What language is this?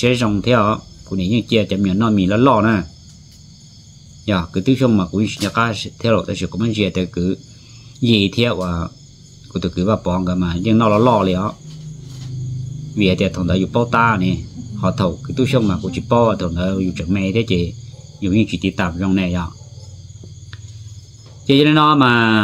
Vietnamese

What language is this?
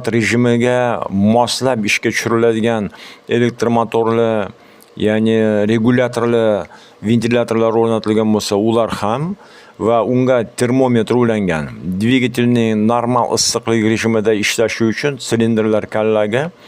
Uzbek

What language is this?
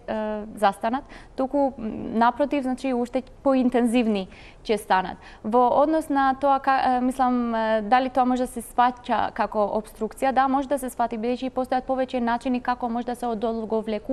Macedonian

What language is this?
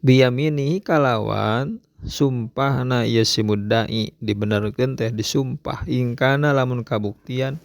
Sundanese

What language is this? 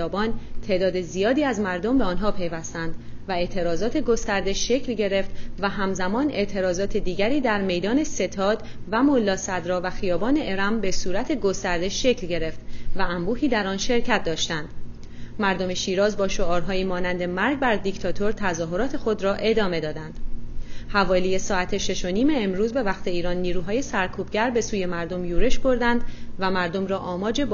Persian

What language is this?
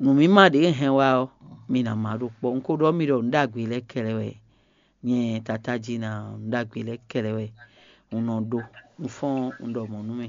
Fon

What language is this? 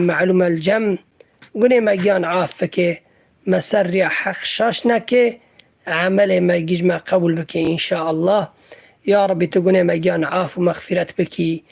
Kurdish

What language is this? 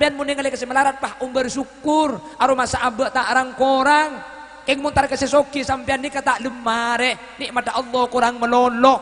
Madurese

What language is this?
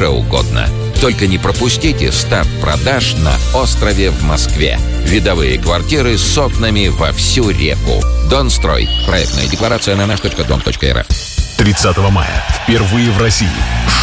Russian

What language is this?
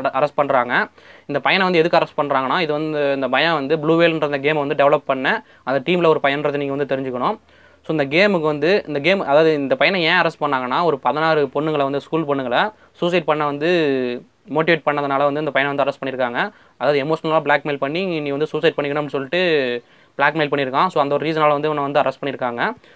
Tamil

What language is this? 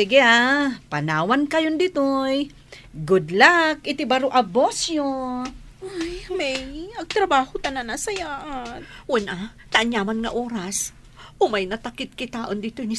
Iloko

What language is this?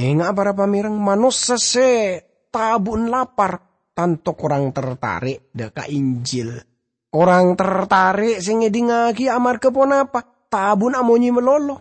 Madurese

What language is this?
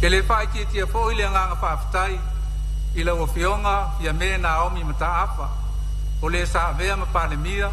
Samoan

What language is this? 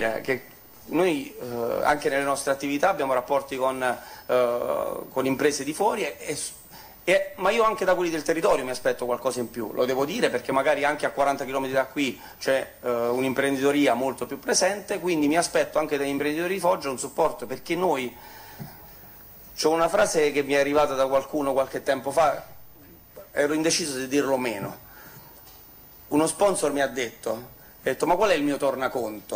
Italian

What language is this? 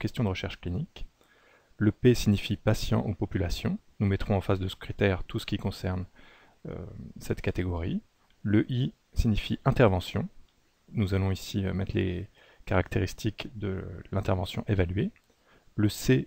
French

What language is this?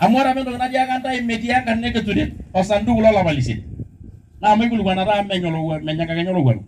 Masai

